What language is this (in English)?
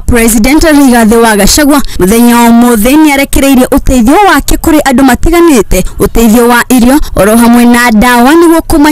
Kikuyu